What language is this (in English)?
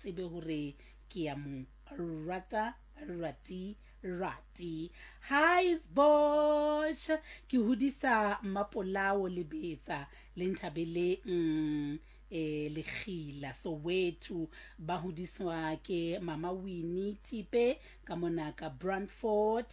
Southern Sotho